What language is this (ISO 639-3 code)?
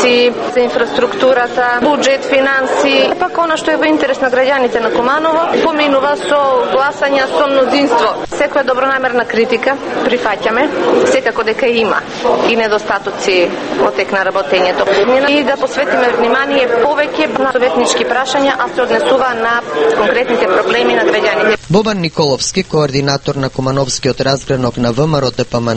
mkd